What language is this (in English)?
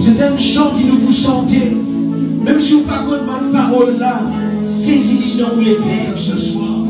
Morisyen